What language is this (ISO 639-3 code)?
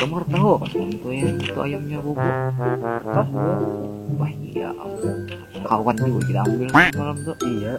bjn